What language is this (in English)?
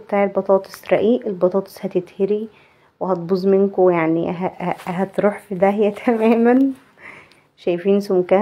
Egyptian Arabic